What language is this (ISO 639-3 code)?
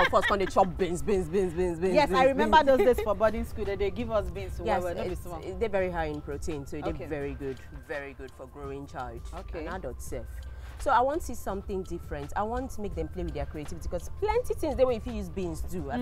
pcm